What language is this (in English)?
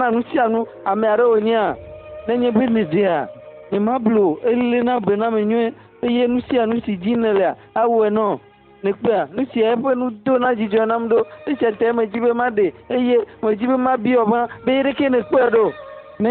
Ewe